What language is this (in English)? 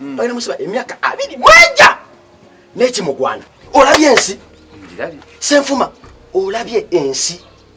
Ganda